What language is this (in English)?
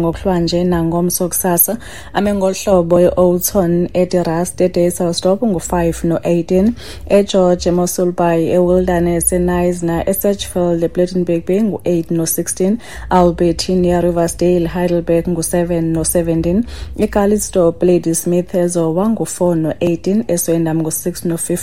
Xhosa